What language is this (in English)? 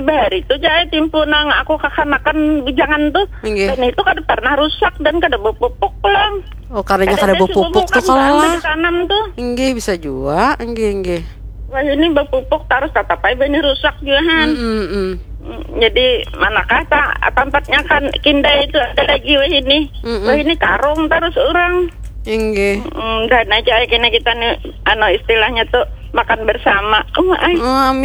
Banjar